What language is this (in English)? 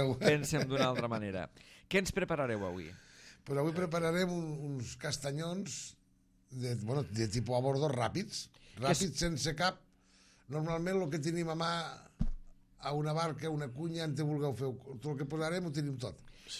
Catalan